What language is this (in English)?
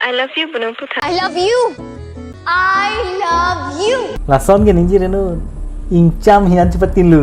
Karbi